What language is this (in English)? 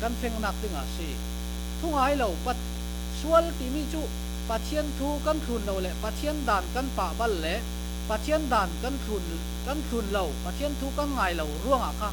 Falam Chin